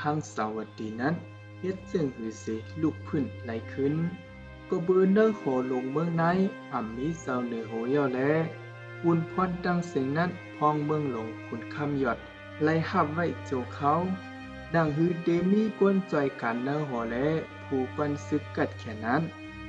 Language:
Shan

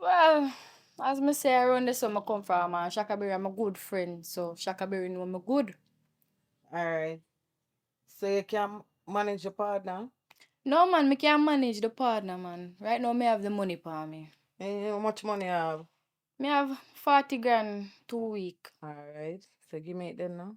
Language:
Jamaican Creole English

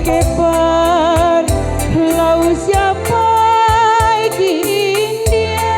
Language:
Batak Karo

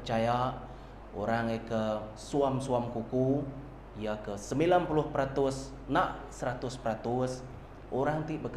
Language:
Iban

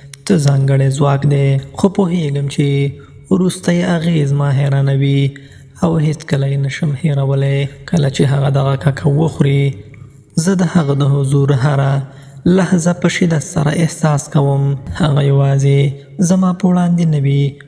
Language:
Pashto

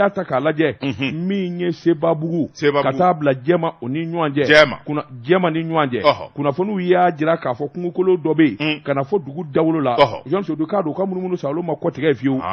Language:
Bambara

